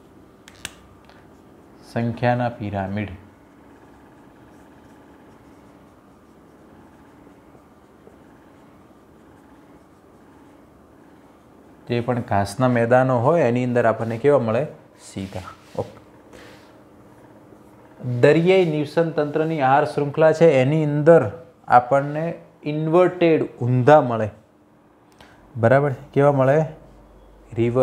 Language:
Gujarati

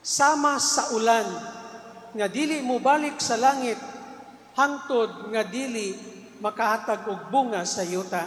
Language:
Cebuano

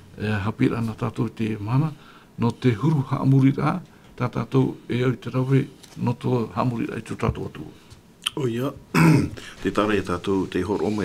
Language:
Tahitian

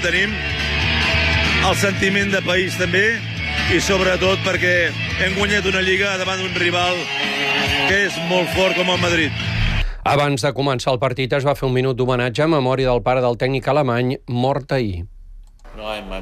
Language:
Catalan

